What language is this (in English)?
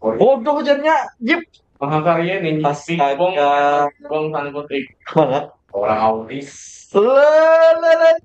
Banjar